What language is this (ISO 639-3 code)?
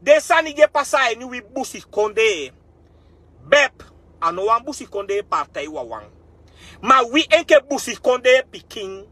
srn